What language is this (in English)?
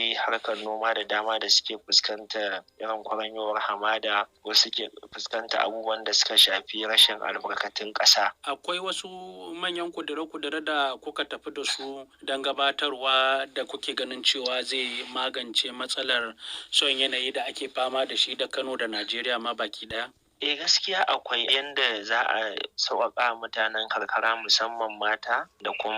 Hausa